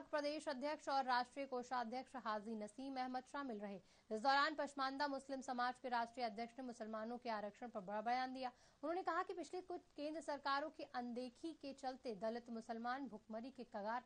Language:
Hindi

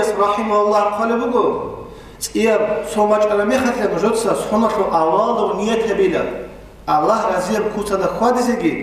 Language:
Avaric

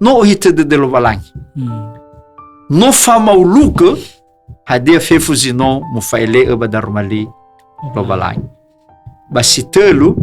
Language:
Nias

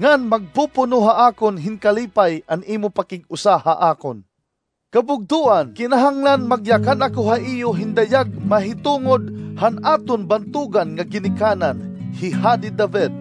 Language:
Waray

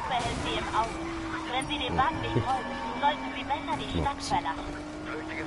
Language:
Swiss German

